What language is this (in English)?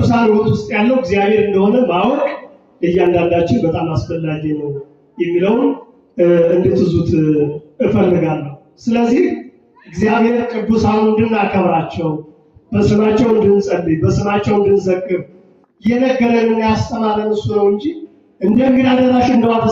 Amharic